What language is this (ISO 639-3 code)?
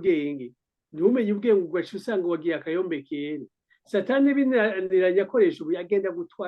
run